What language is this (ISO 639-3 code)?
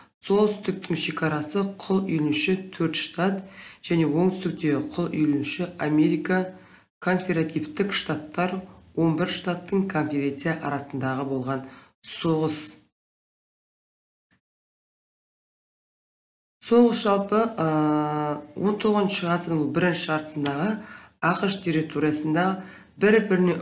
kaz